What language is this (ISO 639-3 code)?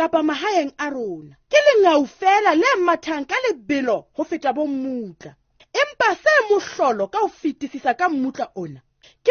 sot